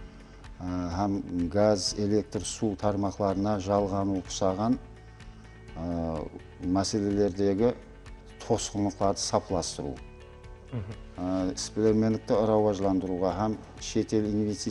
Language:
Kara-Kalpak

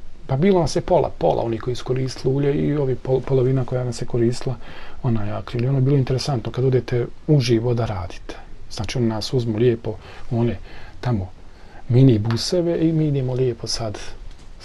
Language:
Bosnian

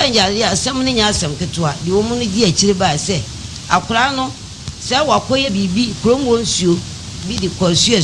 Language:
Akan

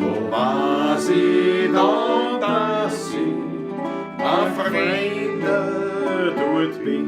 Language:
Bavarian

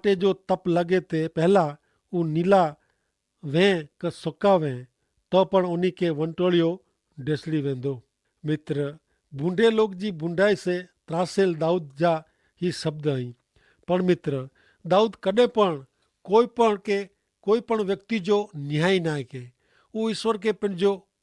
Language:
Kachhi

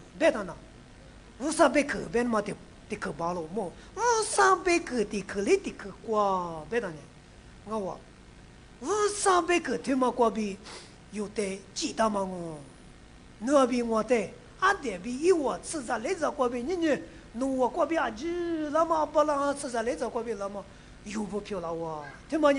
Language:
Lisu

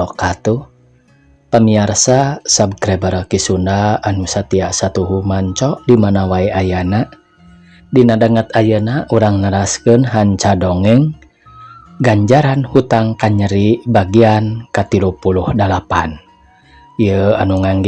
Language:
Sundanese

